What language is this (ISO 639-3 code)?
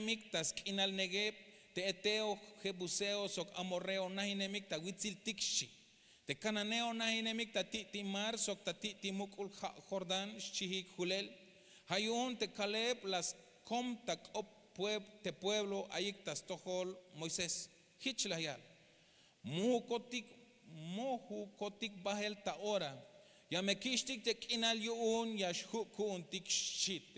tzh